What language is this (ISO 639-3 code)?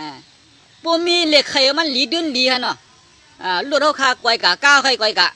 shn